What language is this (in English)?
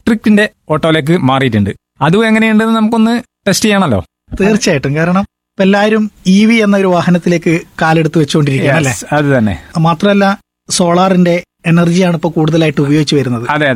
Malayalam